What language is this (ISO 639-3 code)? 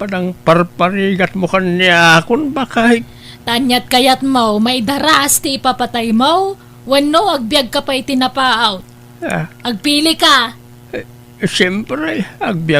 ilo